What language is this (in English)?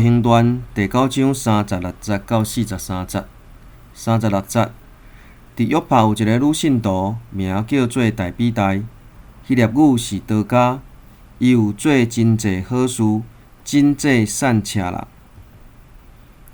Min Nan Chinese